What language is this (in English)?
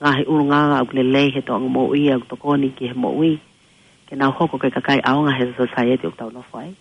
Tongan